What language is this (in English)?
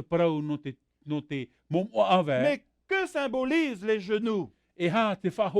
Tahitian